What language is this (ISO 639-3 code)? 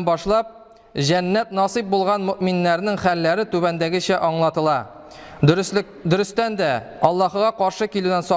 tat